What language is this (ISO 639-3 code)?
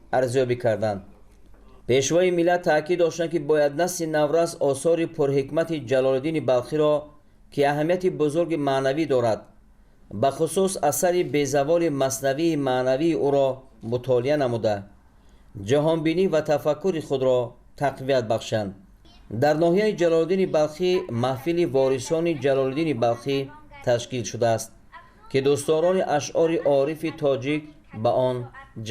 tgk